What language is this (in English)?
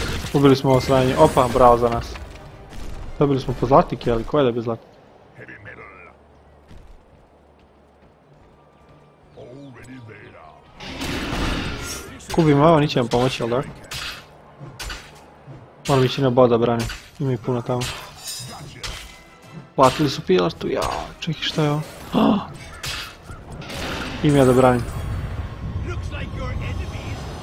Croatian